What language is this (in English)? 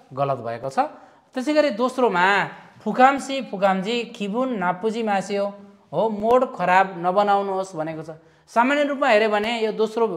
Nepali